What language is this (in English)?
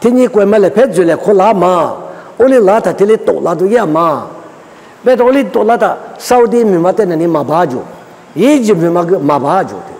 Lisu